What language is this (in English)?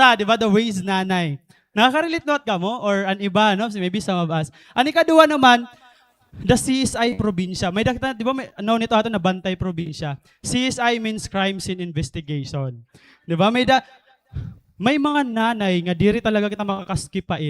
Waray